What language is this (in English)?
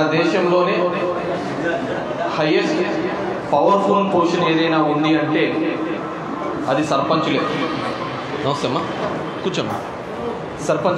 Telugu